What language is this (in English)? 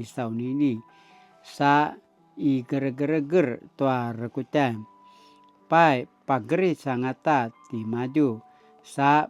Paiwan